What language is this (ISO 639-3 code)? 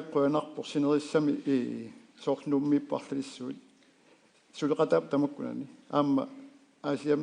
kal